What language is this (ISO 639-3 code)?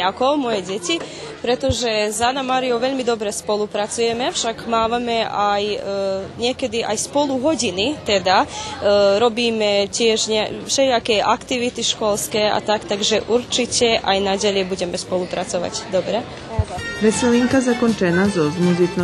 rue